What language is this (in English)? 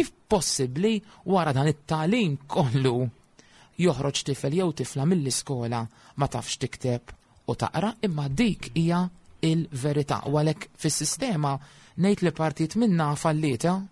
Maltese